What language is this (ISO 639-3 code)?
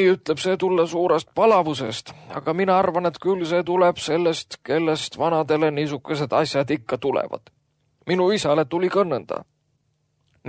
est